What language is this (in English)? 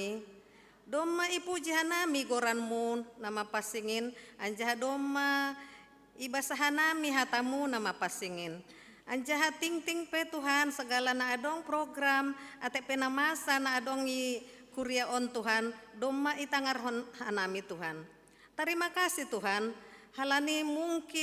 Batak Simalungun